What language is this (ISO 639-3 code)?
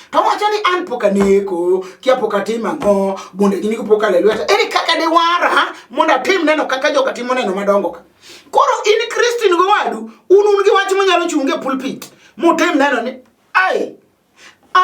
luo